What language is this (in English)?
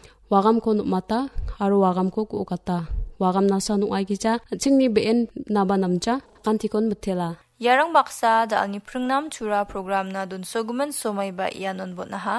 Garo